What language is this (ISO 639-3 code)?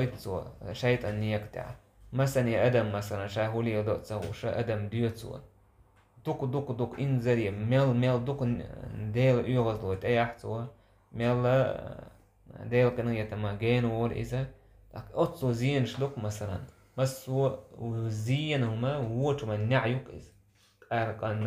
che